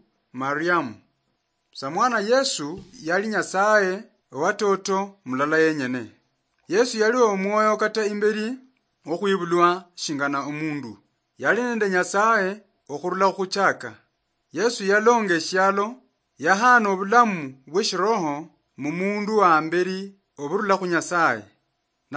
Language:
Luyia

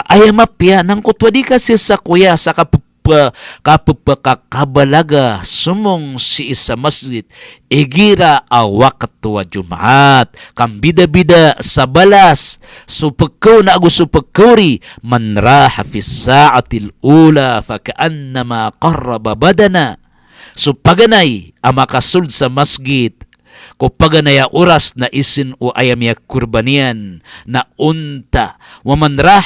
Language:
Maranao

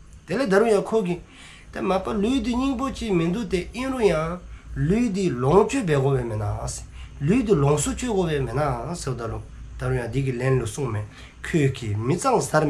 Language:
Dzongkha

